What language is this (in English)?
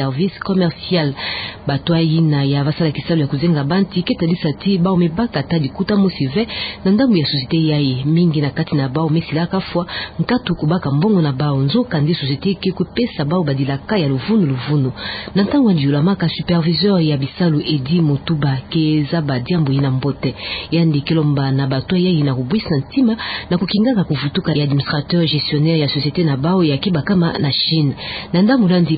Kituba (Democratic Republic of Congo)